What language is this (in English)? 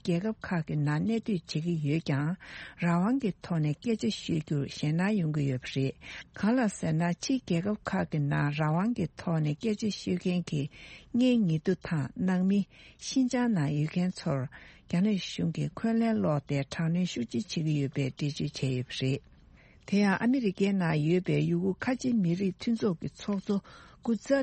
Tibetan